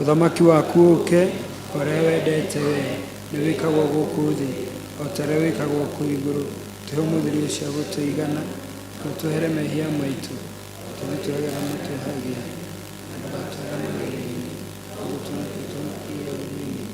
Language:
Kikuyu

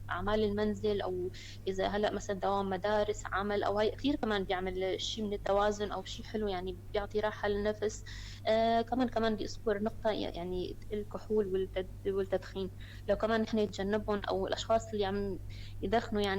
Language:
North Levantine Arabic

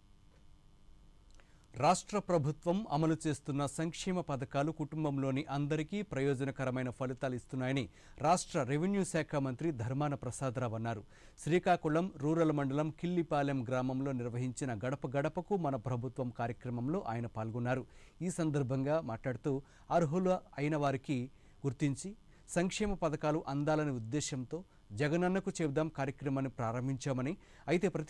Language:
Telugu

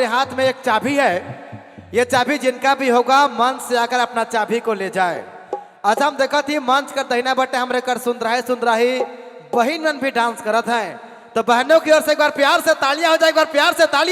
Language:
Sadri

